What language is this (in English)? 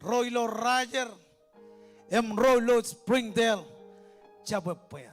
Marshallese